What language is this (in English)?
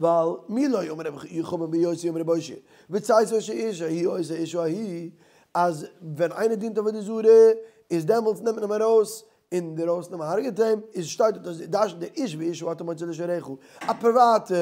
Yiddish